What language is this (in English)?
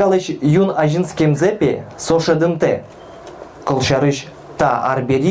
Udmurt